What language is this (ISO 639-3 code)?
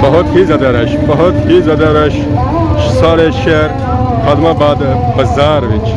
phr